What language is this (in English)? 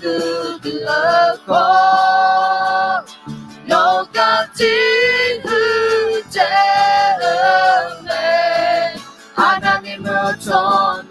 Akha